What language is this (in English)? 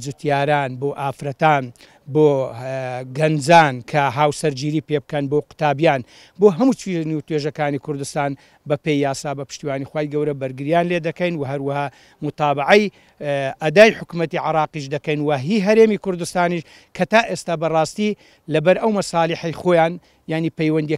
Central Kurdish